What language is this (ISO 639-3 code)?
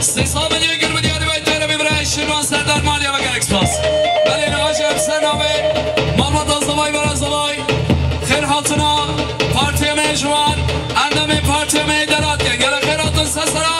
kur